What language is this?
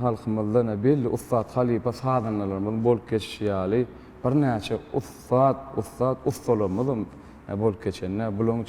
Turkmen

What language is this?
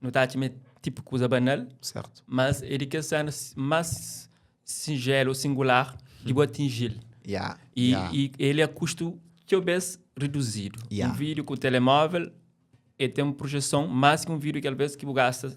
Kabuverdianu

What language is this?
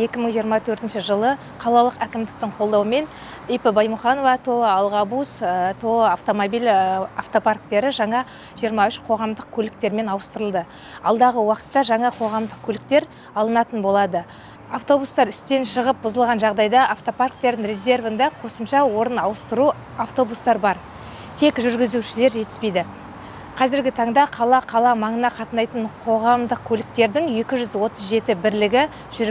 Kazakh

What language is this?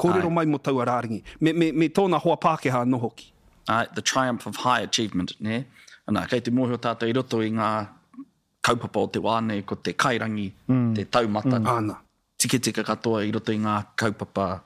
Māori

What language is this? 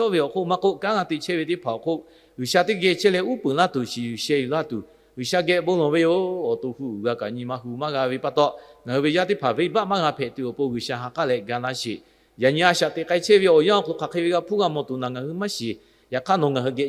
Lahu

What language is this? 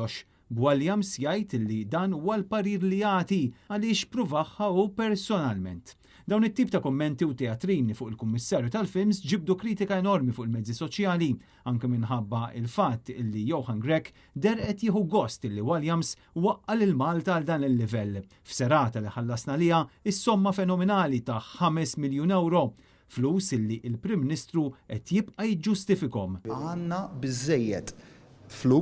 Maltese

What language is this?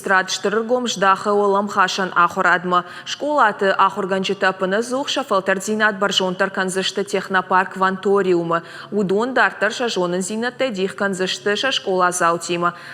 Ossetic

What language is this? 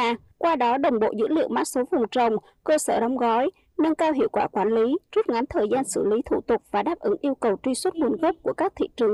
Vietnamese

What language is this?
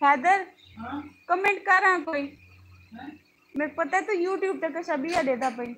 Saraiki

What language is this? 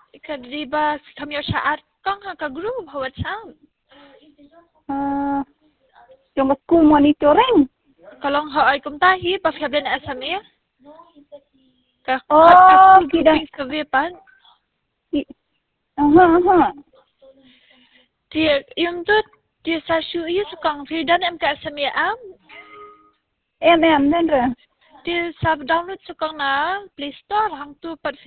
Khasi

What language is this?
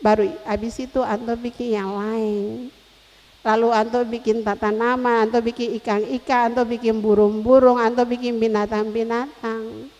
Ambonese Malay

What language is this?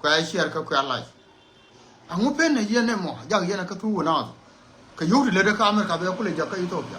Nuer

